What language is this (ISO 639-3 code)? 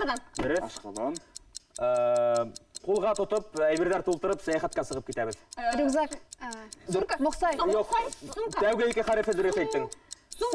bak